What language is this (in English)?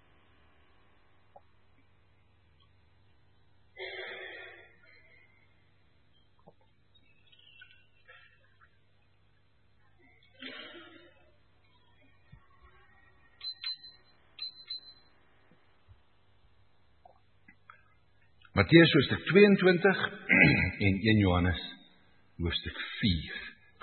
Afrikaans